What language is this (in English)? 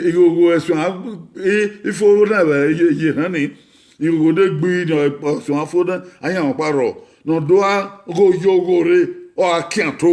Bini